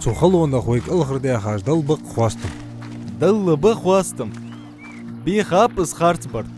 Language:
Ingush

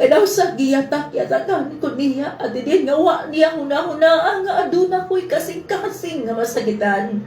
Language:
Cebuano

